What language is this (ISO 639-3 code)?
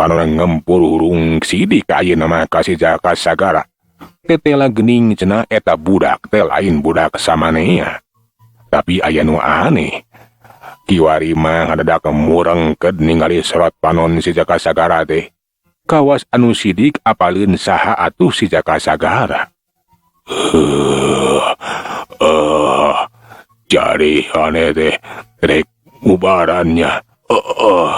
sun